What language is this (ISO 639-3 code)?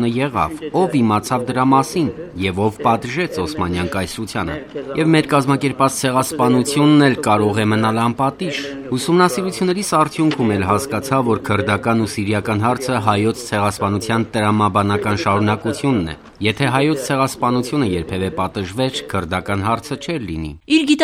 hye